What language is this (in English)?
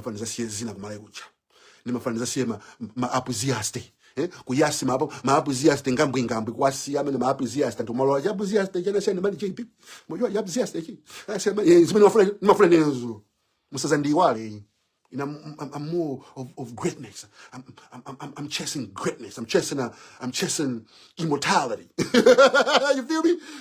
Nyanja